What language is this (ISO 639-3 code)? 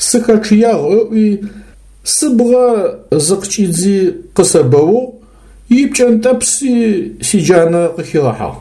ady